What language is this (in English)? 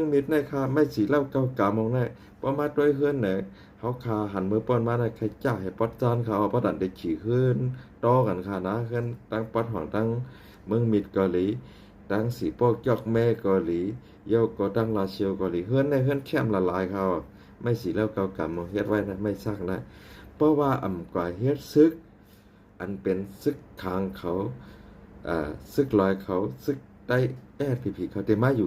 Shan